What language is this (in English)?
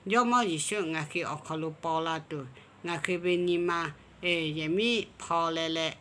Lahu